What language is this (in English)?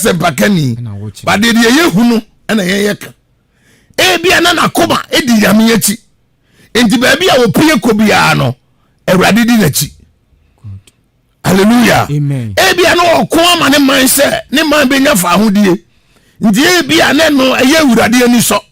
Akan